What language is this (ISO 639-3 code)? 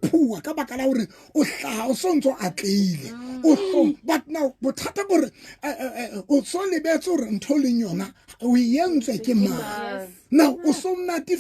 sot